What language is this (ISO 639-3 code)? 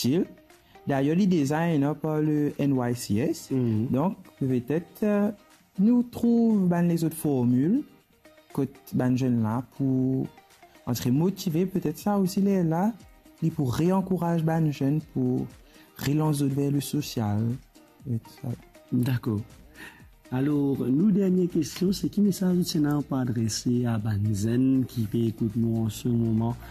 mfe